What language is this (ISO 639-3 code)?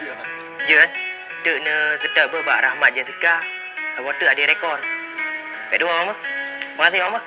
ace